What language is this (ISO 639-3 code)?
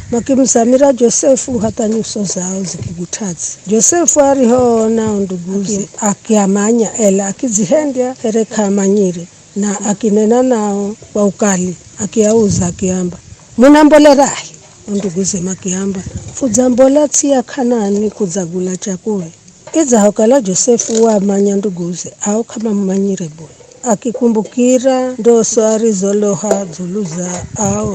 nyf